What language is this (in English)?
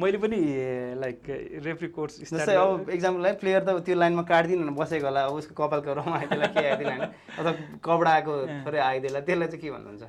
Nepali